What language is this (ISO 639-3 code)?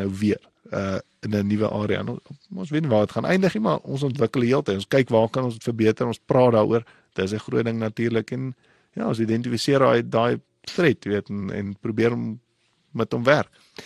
afr